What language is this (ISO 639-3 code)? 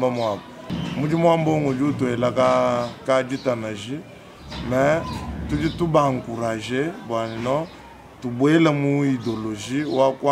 lua